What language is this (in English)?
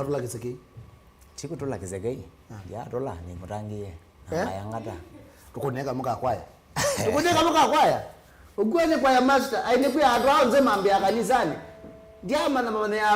Kamba